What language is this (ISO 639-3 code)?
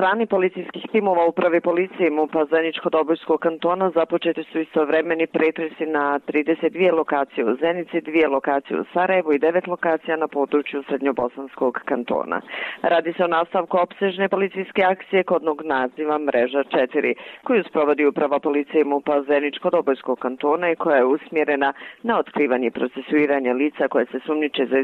bos